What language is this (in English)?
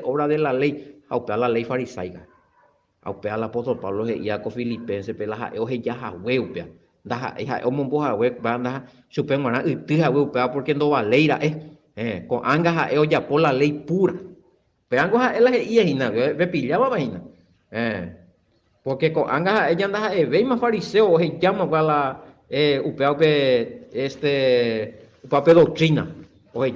Guarani